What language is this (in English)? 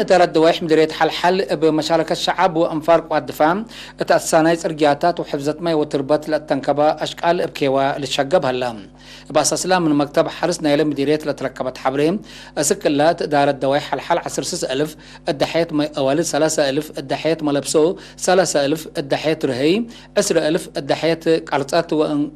Tigre